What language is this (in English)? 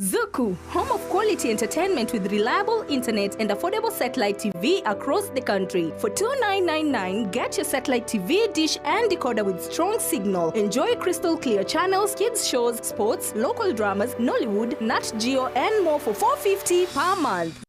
Gusii